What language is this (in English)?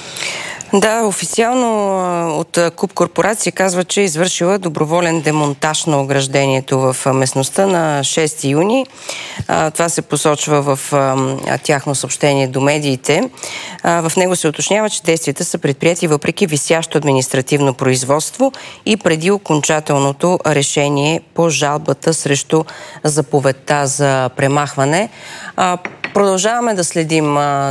Bulgarian